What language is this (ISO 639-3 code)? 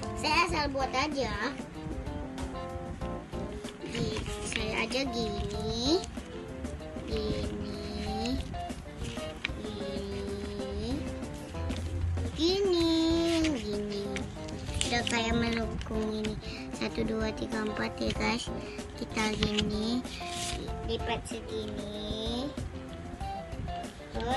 ind